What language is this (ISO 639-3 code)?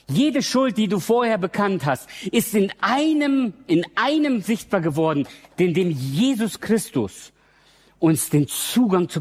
deu